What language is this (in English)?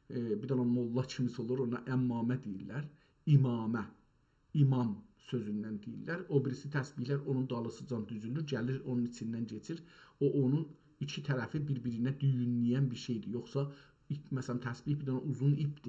South Azerbaijani